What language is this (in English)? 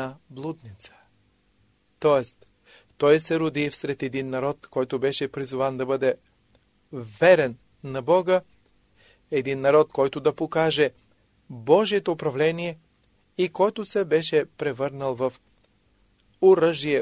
Bulgarian